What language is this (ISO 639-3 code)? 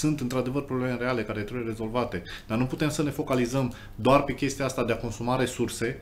ron